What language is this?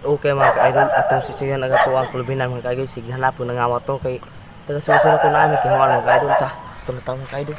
Cebuano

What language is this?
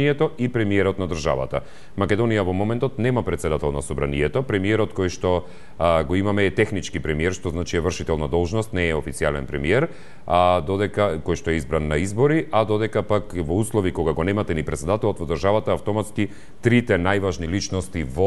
Macedonian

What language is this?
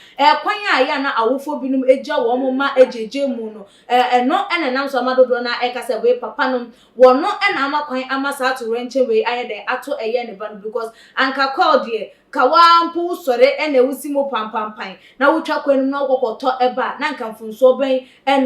Akan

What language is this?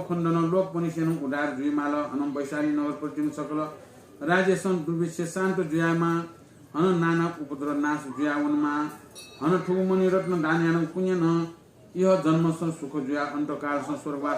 Newari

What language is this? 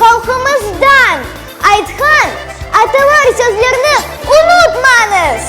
Crimean Tatar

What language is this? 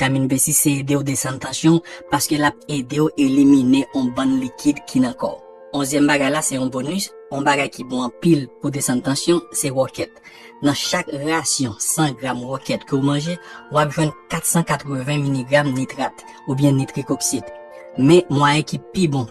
Haitian Creole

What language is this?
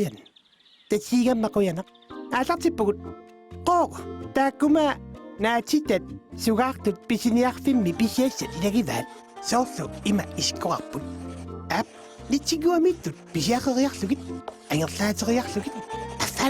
Kalaallisut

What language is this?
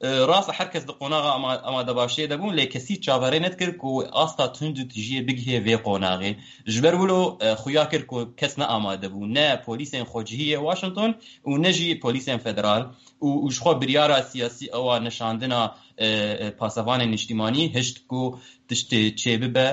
Kurdish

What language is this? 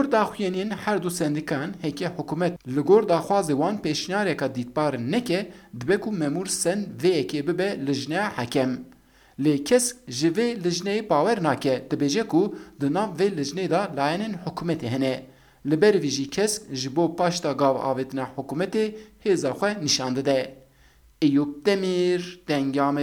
Kurdish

